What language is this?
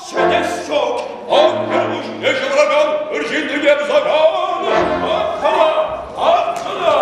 Chuvash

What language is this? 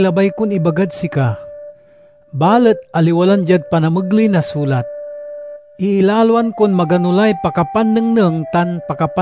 Pangasinan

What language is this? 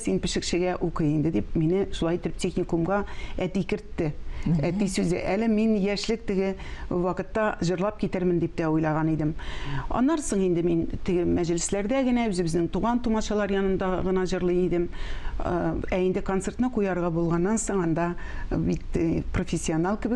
Tatar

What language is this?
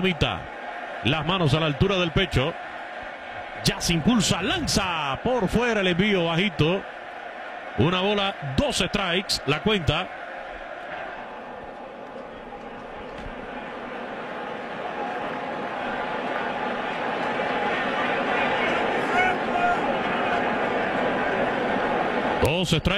Spanish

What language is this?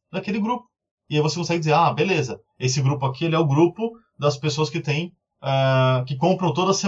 Portuguese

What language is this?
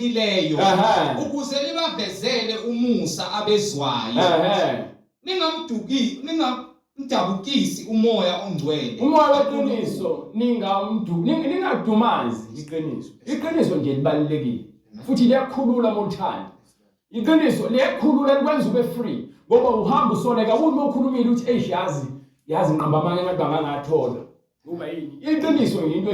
Zulu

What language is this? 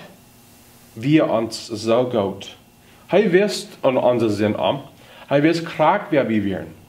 Plautdietsch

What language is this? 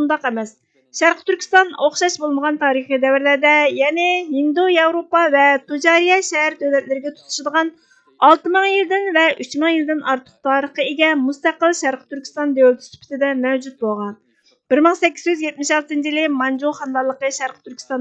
Uyghur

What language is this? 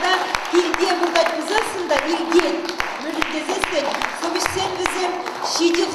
Chuvash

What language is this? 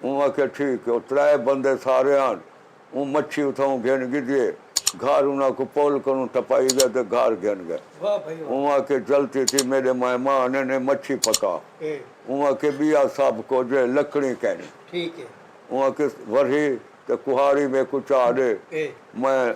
Saraiki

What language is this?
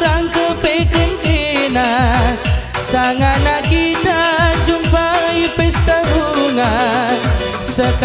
Batak Karo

